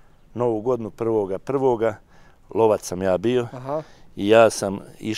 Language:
Bosnian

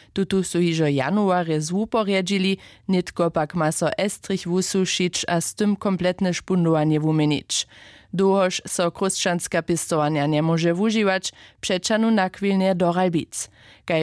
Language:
Upper Sorbian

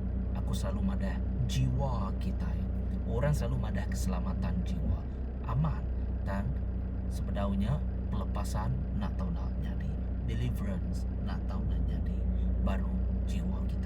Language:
Iban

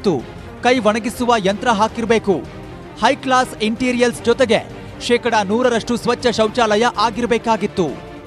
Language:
Kannada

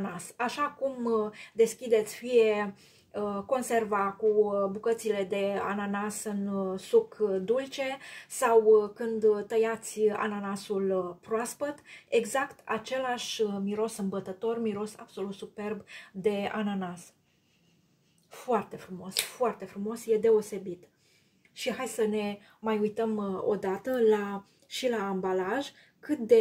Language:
Romanian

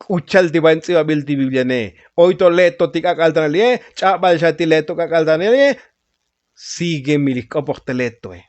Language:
Tzotzil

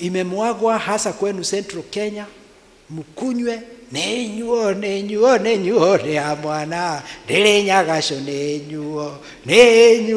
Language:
Swahili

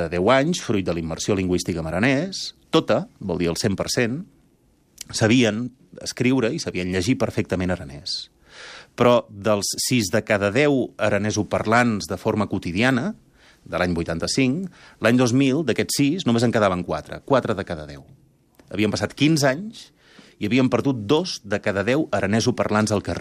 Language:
Catalan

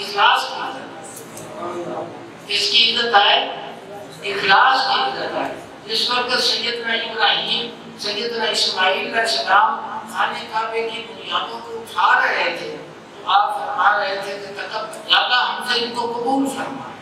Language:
Urdu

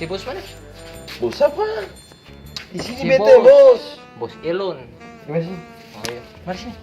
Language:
Ambonese Malay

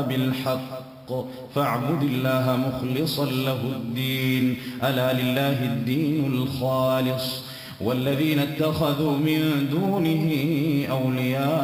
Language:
Arabic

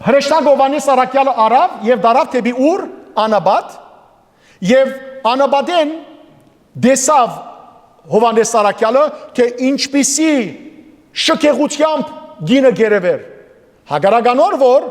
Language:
Western Armenian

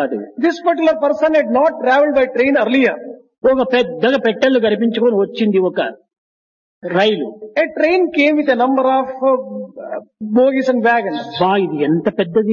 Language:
Telugu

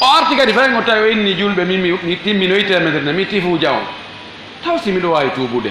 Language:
Fula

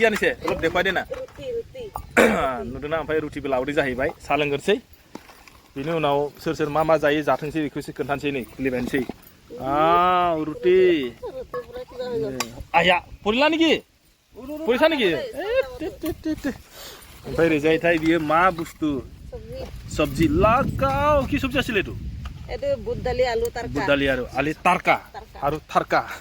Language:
Bodo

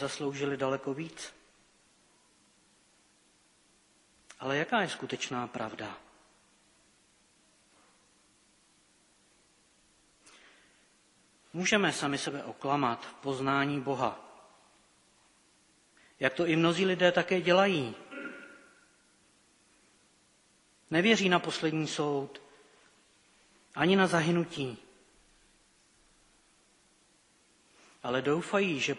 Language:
Czech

